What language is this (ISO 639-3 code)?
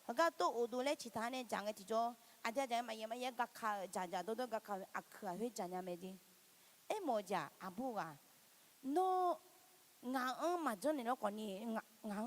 ahk